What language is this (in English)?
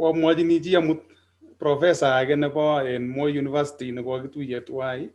Kalenjin